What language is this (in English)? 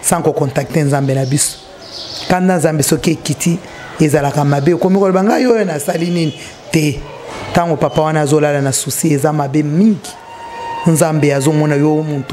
Lingala